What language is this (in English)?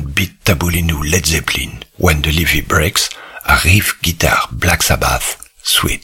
Breton